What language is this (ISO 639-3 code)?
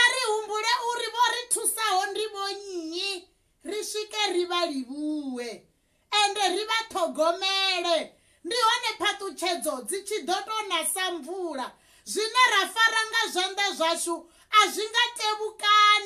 ven